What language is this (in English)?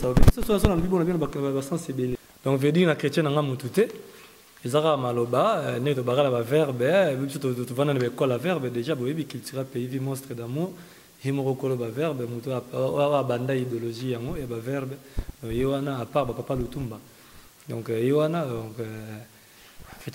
Lingala